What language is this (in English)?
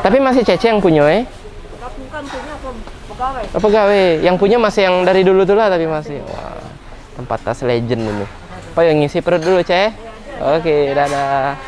Musi